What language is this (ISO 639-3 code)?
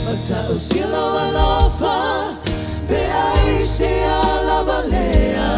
smo